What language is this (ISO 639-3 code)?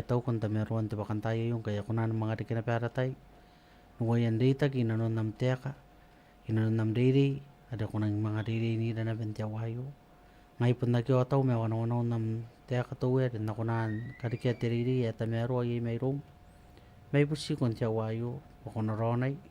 gil